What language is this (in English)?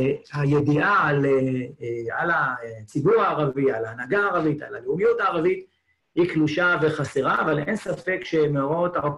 Hebrew